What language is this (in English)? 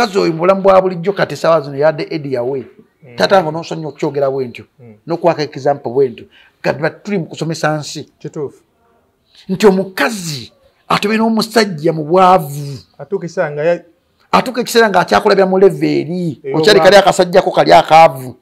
Ganda